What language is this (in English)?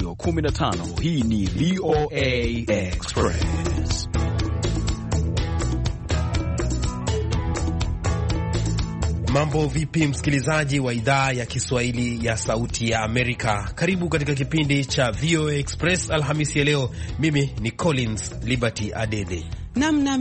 Swahili